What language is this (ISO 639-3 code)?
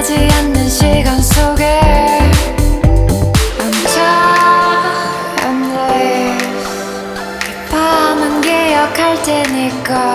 kor